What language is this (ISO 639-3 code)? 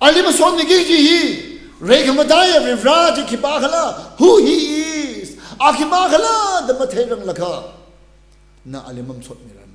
nmf